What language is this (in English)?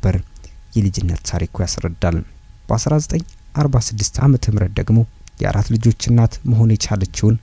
Amharic